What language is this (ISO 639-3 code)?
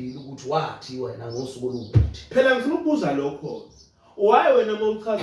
zul